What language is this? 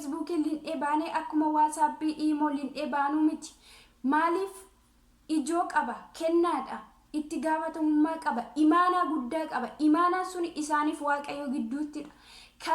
Oromo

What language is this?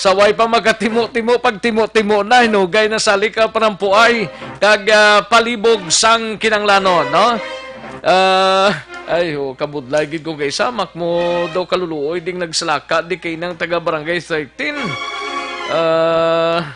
Hiligaynon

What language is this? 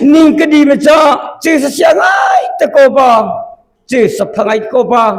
Mara Chin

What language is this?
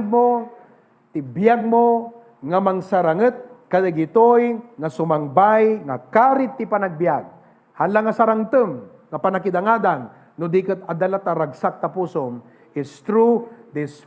Iloko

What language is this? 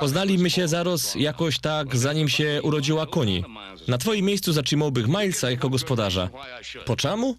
Silesian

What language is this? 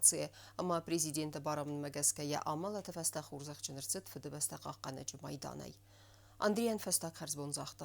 Ossetic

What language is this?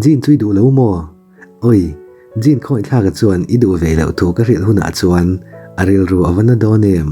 Mizo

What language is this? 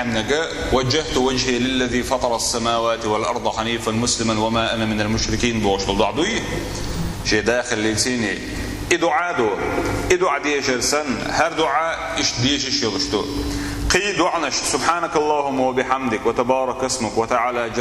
Chechen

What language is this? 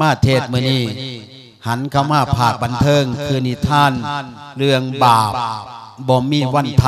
Lao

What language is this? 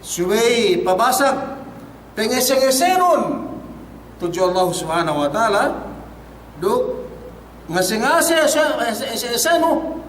Yakan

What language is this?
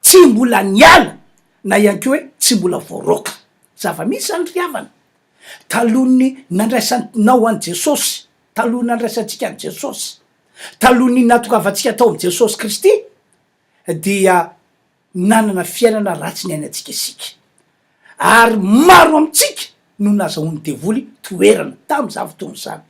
Malagasy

